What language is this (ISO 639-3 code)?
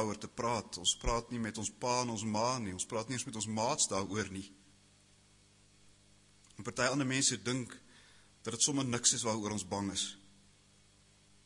afr